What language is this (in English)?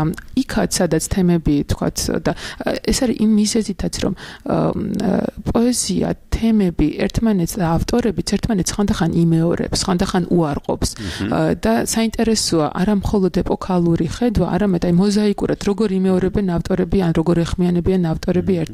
Georgian